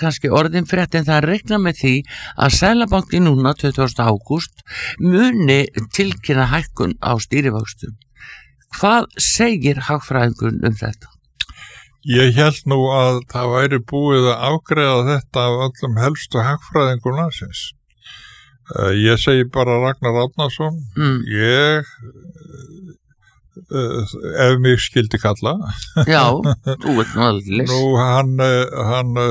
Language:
Icelandic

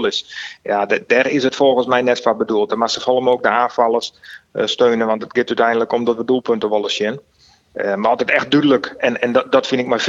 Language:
Western Frisian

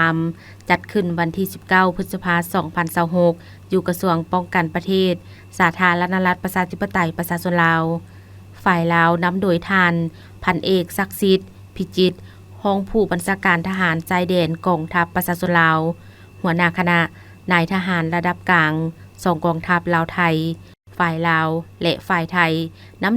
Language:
Lao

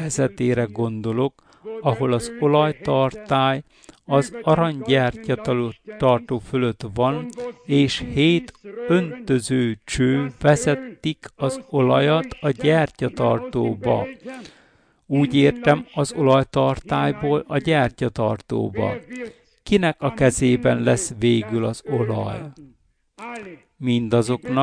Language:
Hungarian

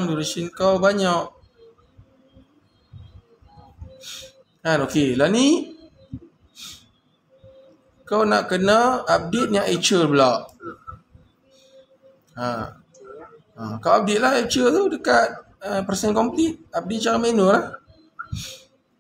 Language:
Malay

